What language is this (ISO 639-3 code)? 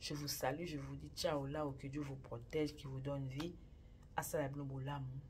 lin